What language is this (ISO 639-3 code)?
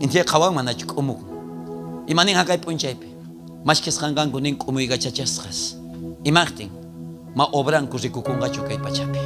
quh